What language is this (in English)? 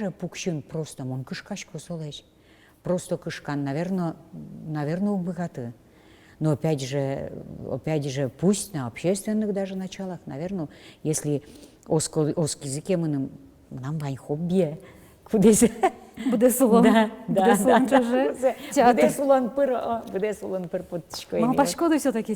Udmurt